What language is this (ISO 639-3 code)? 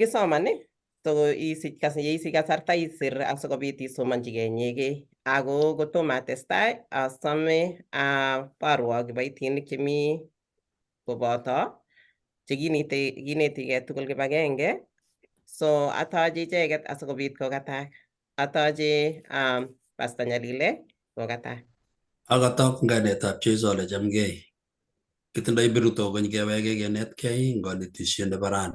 kln